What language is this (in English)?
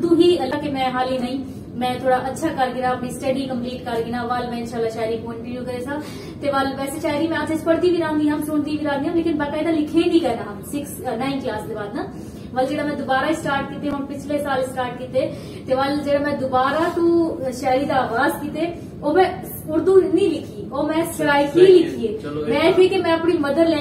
Saraiki